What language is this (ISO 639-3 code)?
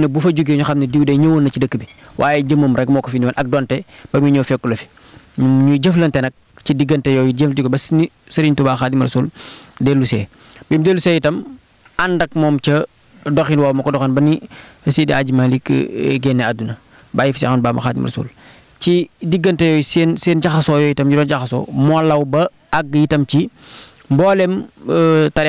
wol